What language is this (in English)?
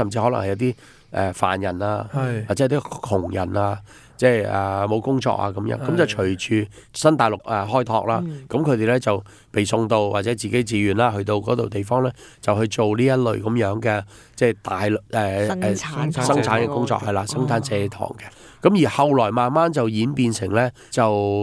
Cantonese